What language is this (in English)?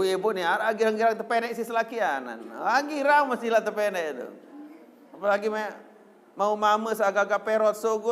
Sasak